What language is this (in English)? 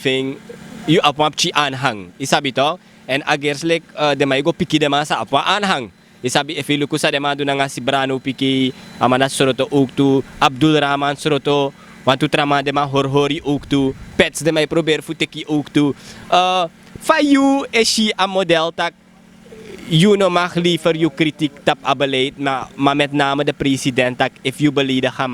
Sranan Tongo